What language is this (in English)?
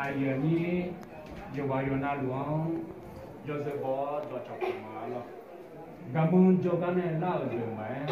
Akha